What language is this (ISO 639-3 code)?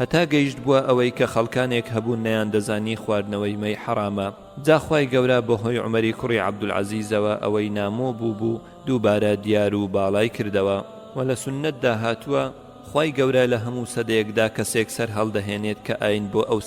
ckb